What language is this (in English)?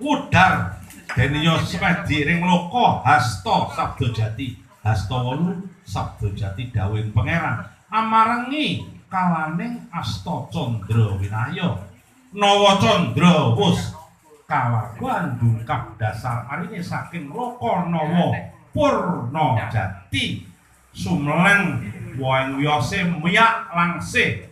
Javanese